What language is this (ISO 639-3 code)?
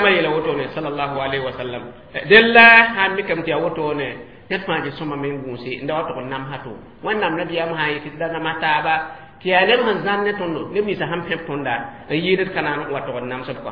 mos